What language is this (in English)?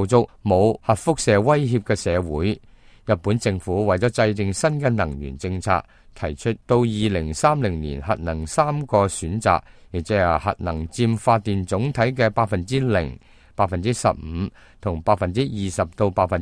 Cantonese